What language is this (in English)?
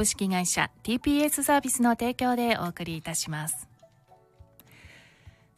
Japanese